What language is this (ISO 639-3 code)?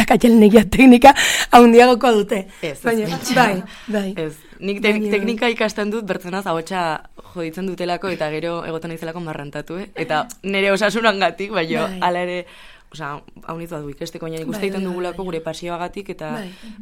eus